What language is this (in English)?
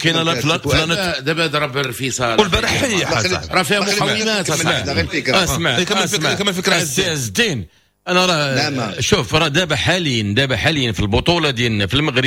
Moroccan Arabic